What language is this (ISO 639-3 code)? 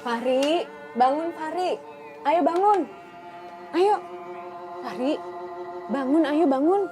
bjn